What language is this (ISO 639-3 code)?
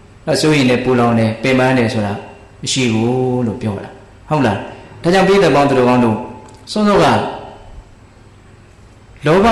mya